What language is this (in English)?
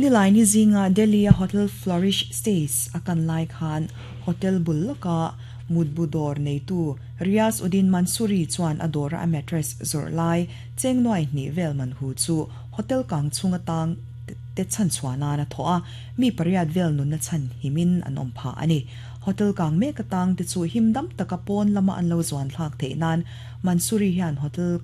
Mizo